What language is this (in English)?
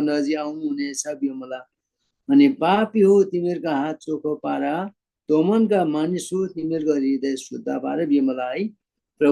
Eastern Tamang